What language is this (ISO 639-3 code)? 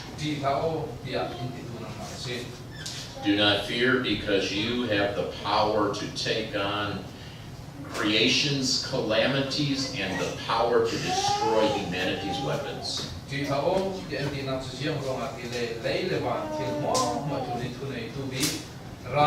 cfm